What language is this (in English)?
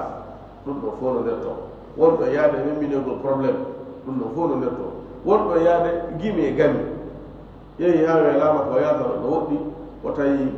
Fula